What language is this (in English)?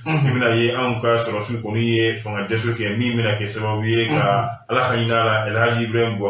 Bambara